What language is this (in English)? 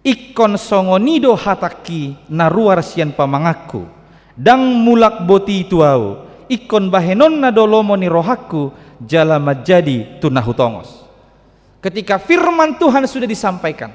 Batak Toba